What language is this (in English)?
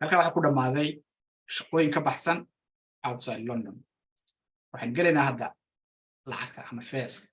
Somali